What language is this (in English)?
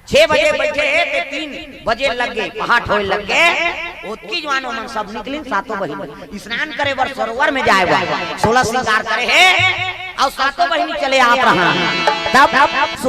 Chhattisgarhi